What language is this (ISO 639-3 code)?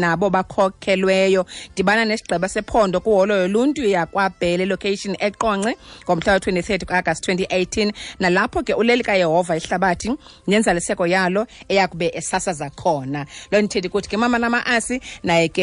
xho